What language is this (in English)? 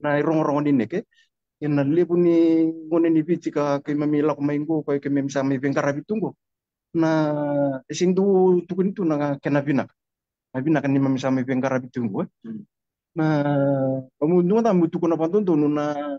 Fijian